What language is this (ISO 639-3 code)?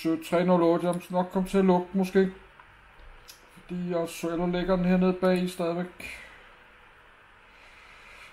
dan